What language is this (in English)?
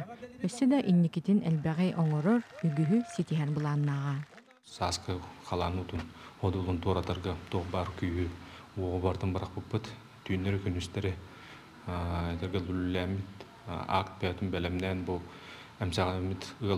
Yakut